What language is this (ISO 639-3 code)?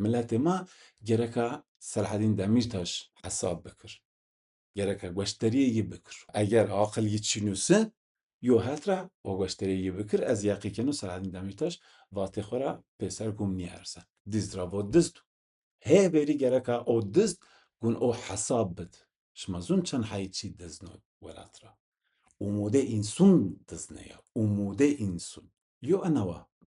zza